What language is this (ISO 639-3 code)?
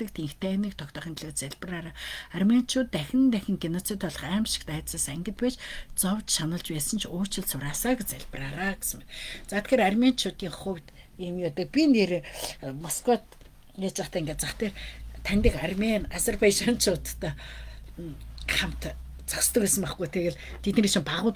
mon